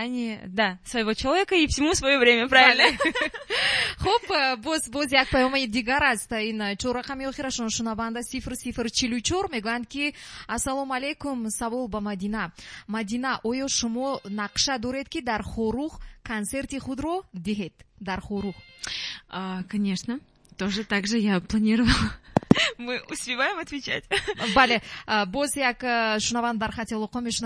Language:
Tajik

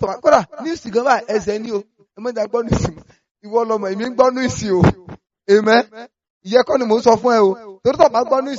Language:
Yoruba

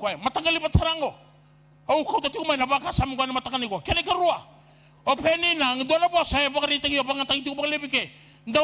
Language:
Fijian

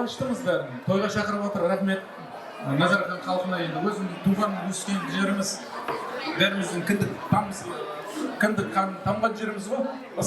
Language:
Kara-Kalpak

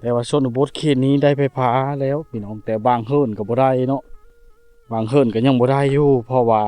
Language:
Lao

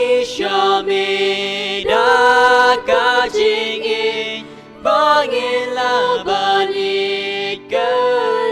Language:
Khasi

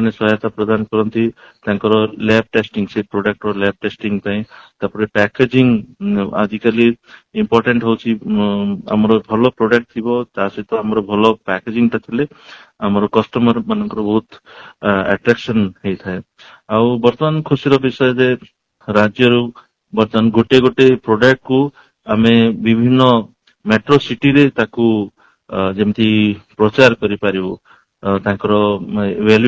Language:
Odia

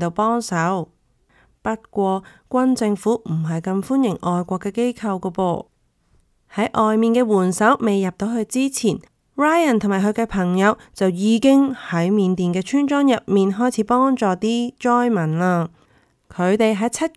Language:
Cantonese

